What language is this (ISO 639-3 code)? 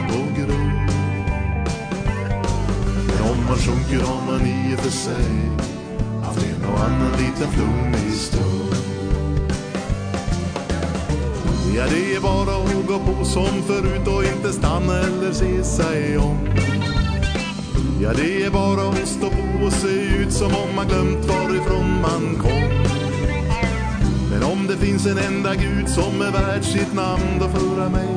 swe